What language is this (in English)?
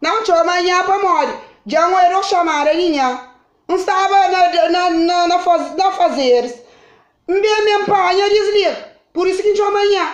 Kabuverdianu